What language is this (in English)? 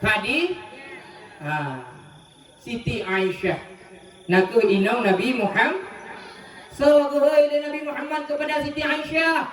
Achinese